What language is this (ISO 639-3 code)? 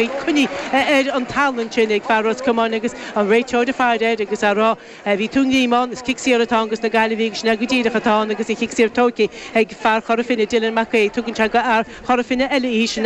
gle